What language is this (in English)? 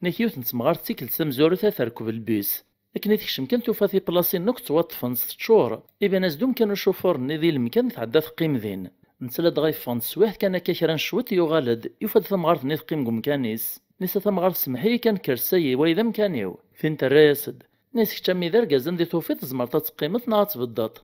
Kabyle